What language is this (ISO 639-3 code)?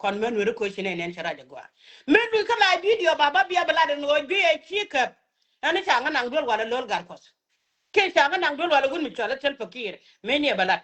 nus